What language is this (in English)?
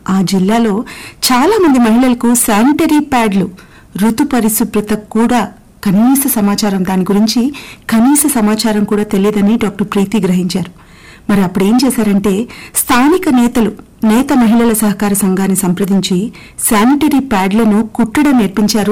Telugu